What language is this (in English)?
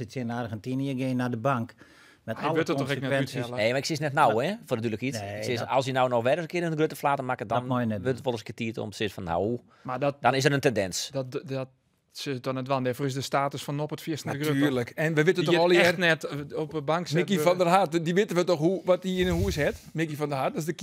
Western Frisian